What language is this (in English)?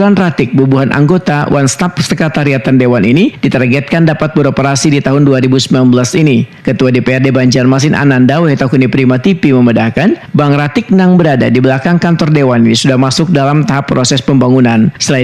Banjar